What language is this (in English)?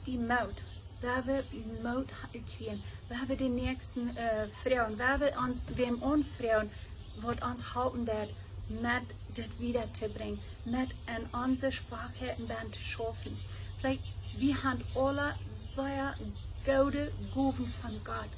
Plautdietsch